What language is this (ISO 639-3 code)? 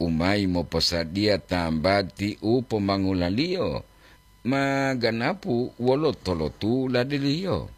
gor